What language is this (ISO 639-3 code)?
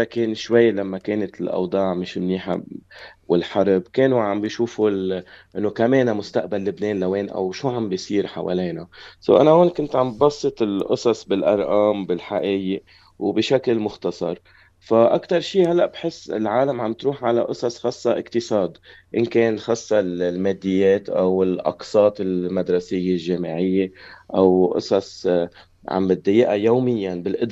apc